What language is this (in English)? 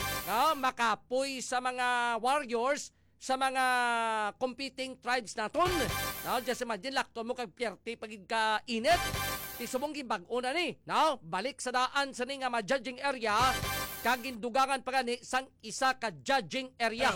Hiligaynon